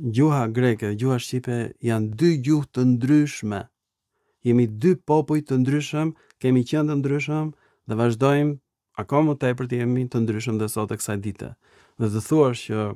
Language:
Albanian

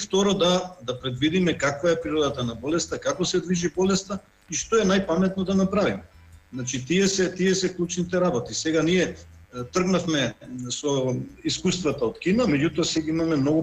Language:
Macedonian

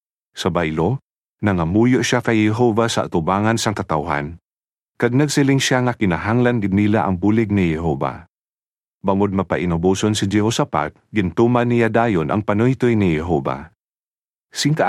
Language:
Hiligaynon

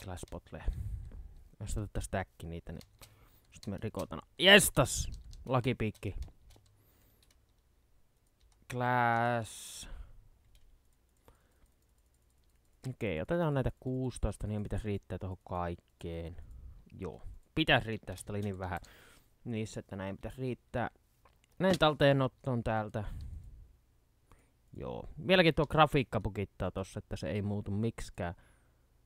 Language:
Finnish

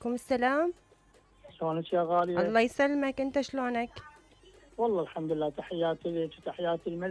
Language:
Mesopotamian Arabic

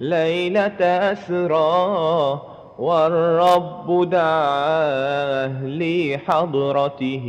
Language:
Madurese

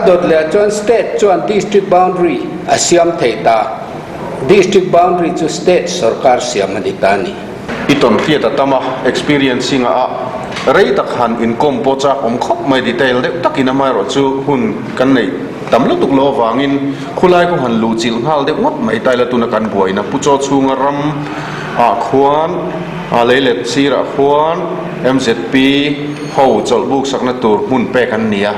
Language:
Mizo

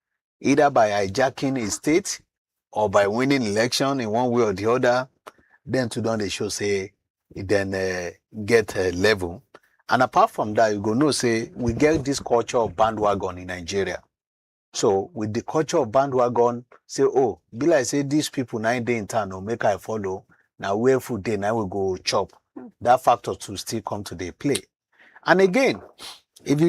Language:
Nigerian Pidgin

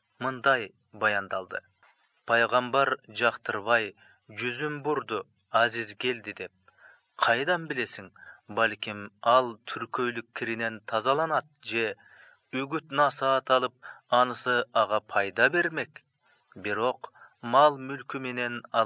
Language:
Kyrgyz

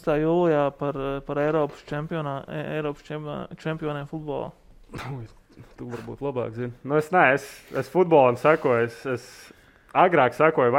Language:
Latvian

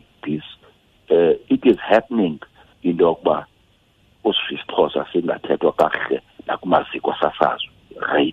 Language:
Xhosa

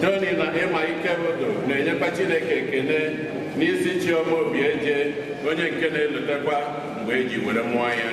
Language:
Igbo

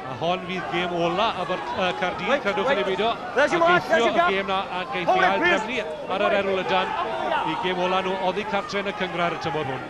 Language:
Welsh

